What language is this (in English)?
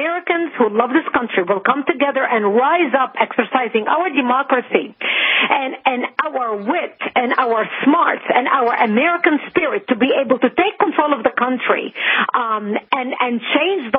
English